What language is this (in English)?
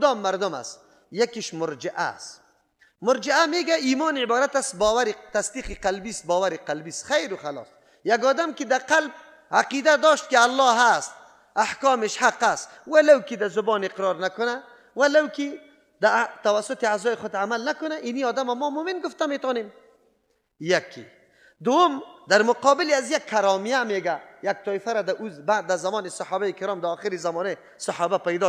Persian